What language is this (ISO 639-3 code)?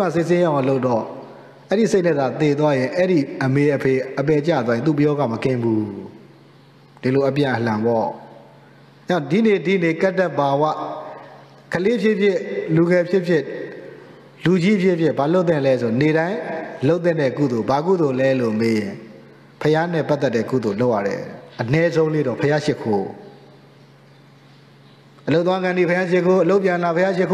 mya